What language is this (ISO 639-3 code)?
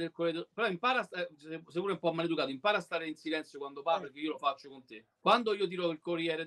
ita